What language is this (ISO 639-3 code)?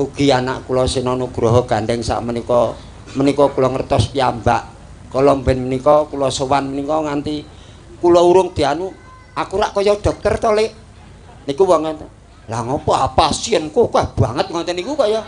jav